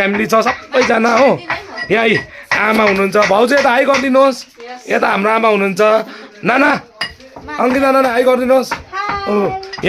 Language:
Nepali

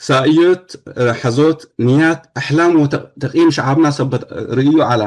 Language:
Tigre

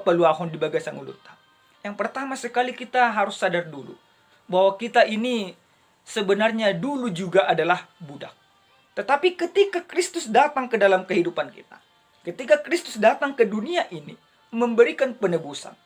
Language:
Batak Toba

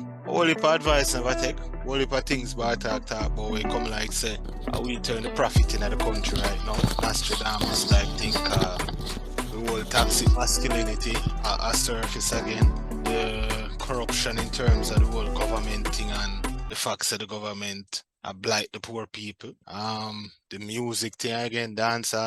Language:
Jamaican Creole English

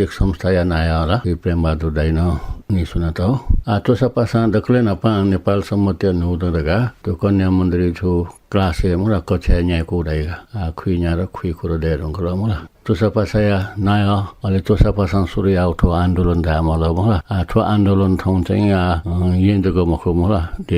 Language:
Newari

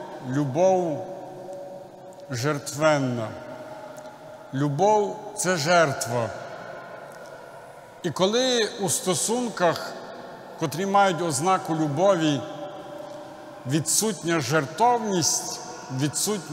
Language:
Ukrainian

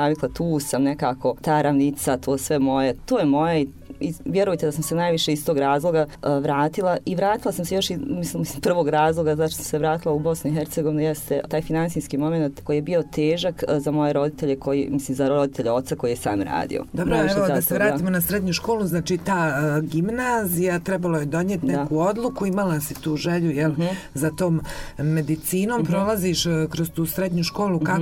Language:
Bosnian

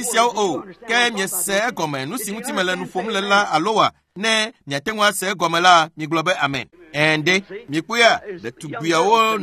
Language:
Ewe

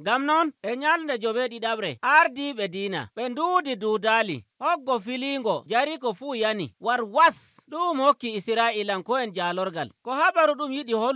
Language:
Nigerian Fulfulde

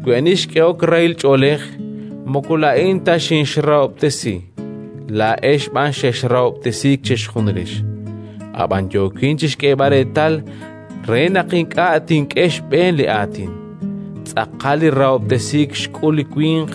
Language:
Kekchí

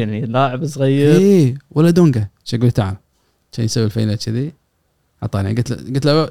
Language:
Gulf Arabic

